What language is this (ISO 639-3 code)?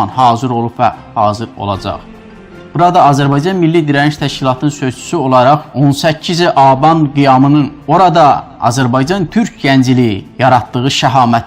azb